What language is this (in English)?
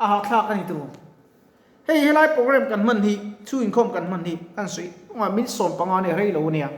Mizo